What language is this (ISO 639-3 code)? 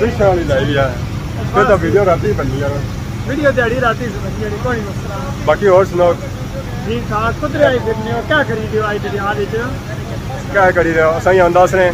phr